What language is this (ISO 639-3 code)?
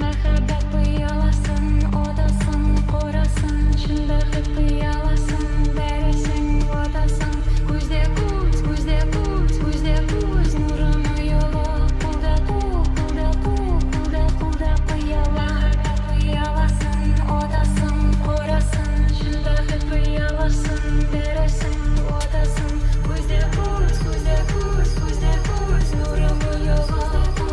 kaa